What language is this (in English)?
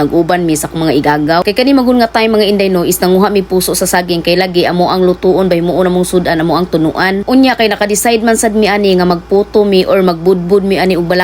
Cebuano